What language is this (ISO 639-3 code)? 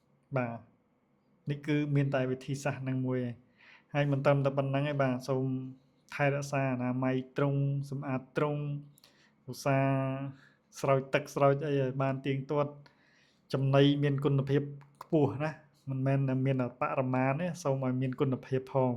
khm